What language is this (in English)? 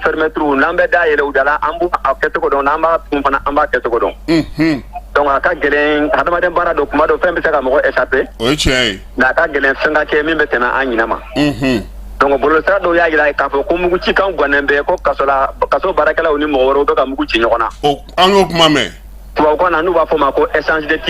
Bambara